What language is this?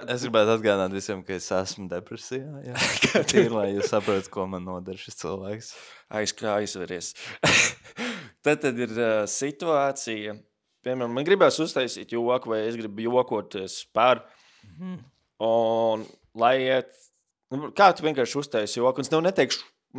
Latvian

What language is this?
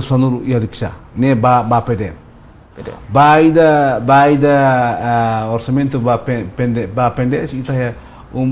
Tetum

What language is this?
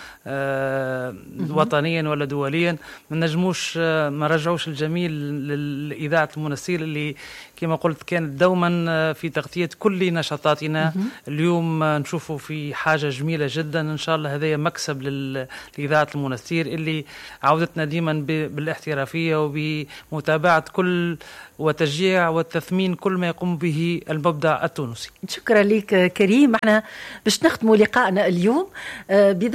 Tunisian Arabic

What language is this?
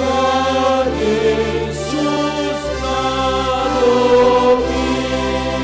Batak Simalungun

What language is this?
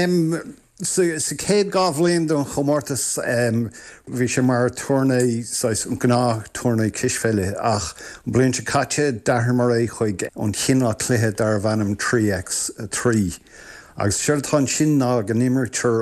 Irish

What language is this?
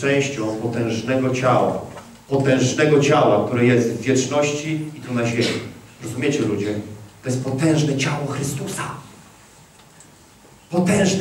Polish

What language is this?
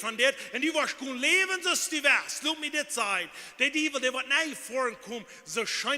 Plautdietsch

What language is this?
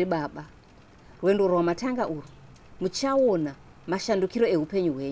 Shona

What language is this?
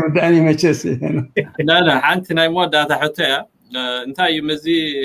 Tigrinya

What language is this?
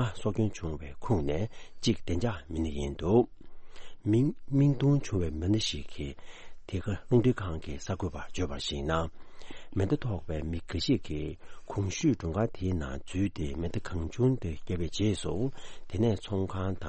Tibetan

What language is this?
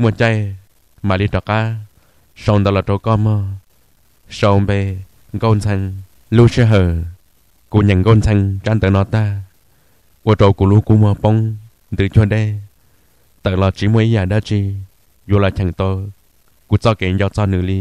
Hmong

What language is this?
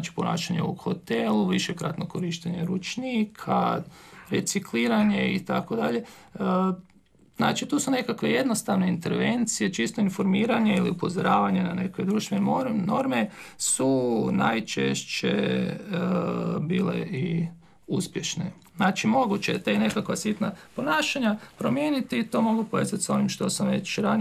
Croatian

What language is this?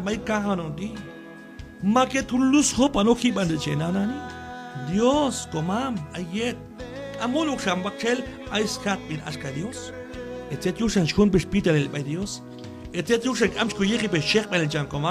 Q'anjob'al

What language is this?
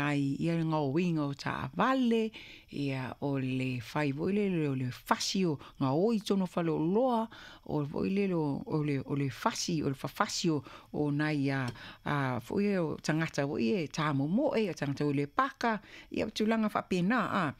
Samoan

